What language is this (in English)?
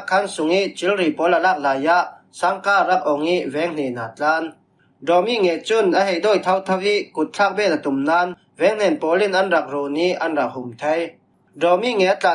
Falam Chin